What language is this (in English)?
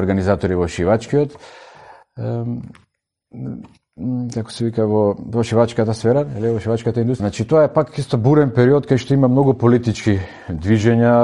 Macedonian